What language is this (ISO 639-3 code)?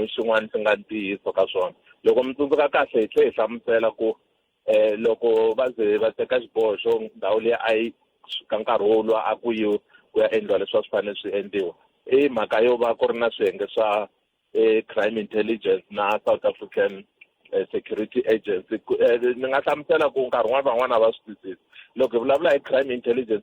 tso